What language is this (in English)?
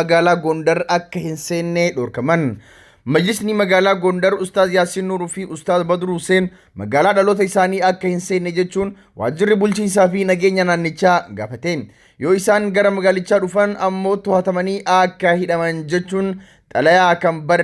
Oromo